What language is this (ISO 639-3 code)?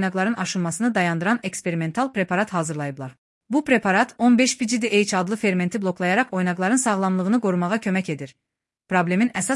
aze